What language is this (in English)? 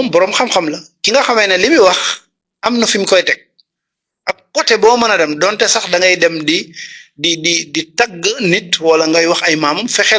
Wolof